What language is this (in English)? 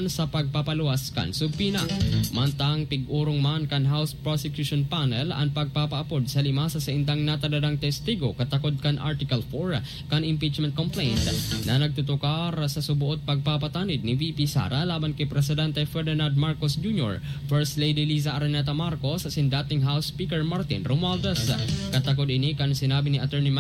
Bikol